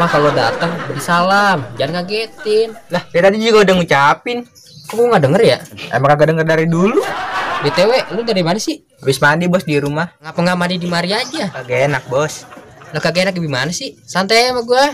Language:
Betawi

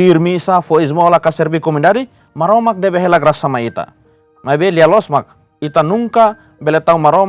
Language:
Tetum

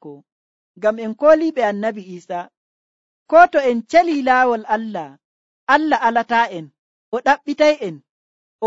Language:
Nigerian Fulfulde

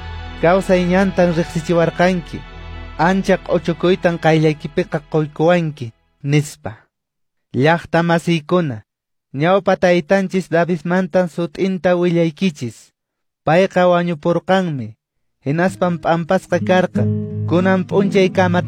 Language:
Quechua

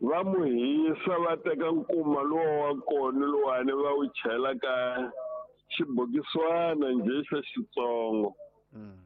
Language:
Tsonga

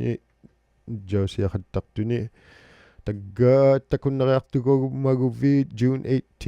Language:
Inuktitut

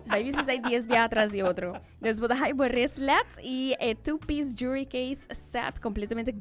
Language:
Papiamento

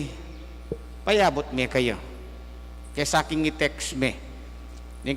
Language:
Pampanga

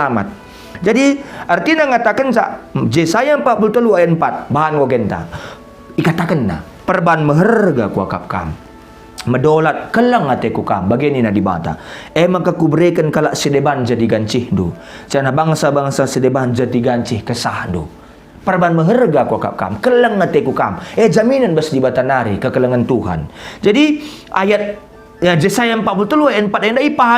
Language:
Batak Karo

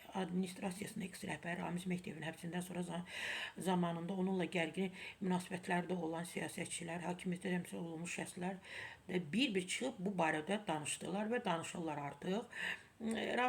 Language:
Azerbaijani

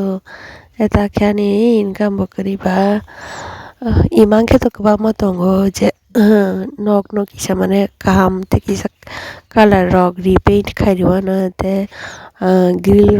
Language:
Kok Borok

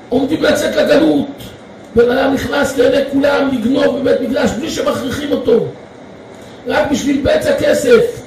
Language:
Hebrew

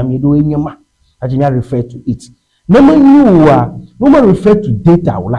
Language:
Ewe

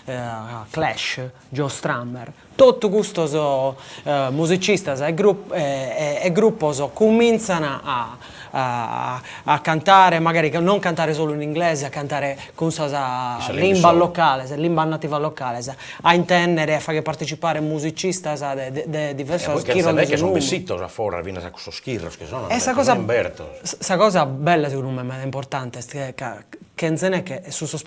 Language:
Sardinian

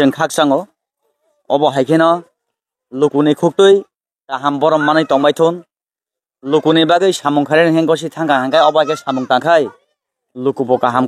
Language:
Kok Borok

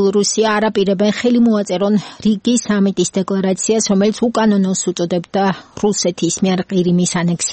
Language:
Georgian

